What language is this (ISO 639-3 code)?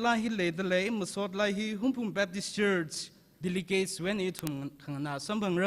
nmf